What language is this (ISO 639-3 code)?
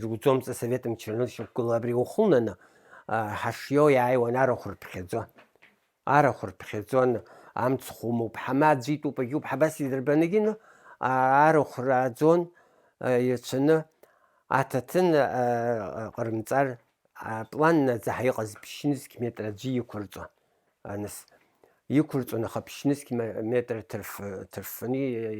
abk